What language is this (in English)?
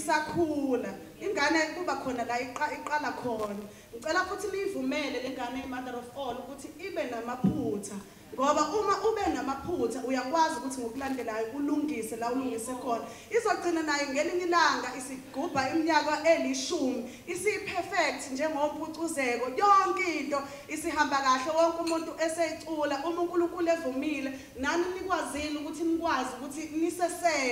Zulu